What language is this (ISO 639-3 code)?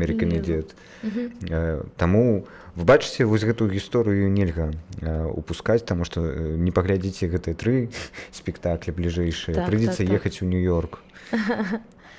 bel